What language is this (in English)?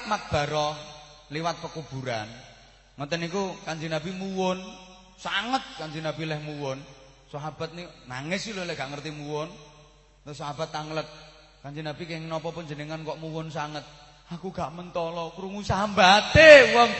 Javanese